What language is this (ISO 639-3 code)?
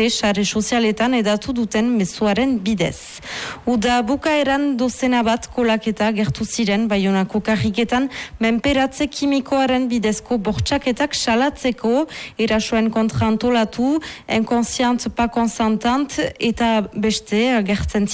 eus